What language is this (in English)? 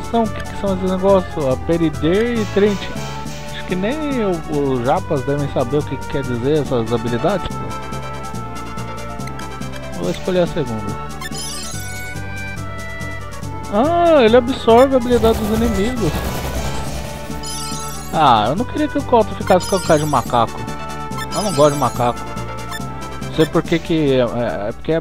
Portuguese